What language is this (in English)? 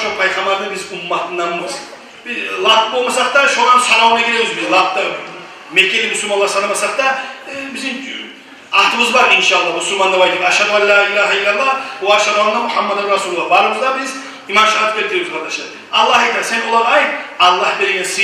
Kumyk